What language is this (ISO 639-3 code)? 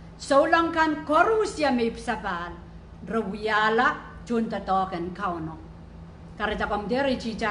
pon